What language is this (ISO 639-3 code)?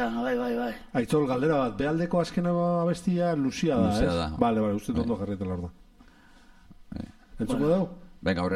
eus